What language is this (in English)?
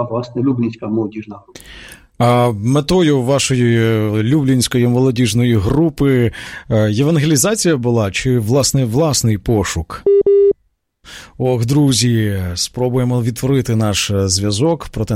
Ukrainian